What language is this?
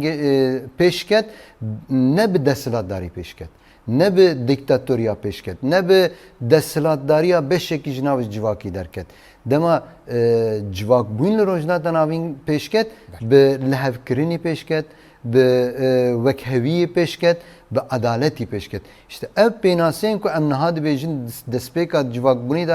Kurdish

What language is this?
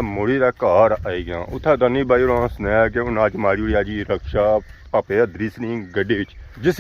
Pahari-Potwari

